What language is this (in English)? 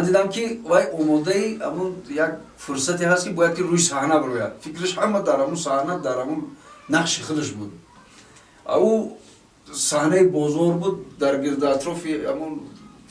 Tajik